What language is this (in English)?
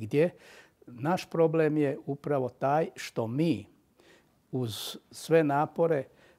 Croatian